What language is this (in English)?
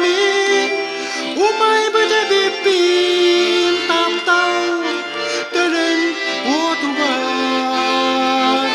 Yakut